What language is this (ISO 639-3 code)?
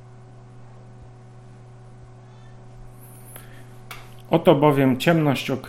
pol